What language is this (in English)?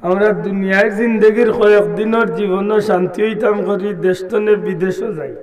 Sylheti